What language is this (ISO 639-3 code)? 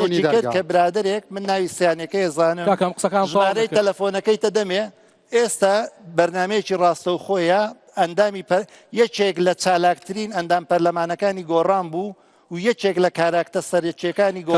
ckb